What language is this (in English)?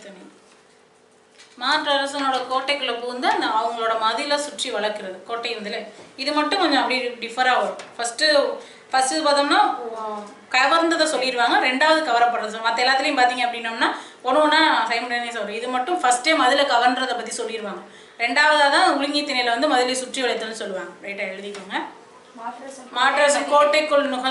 Tamil